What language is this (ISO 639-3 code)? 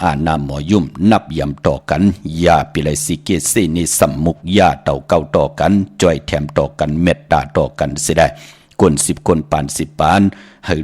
shn